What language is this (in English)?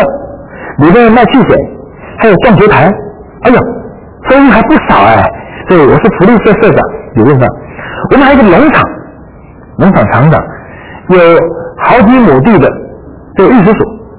Chinese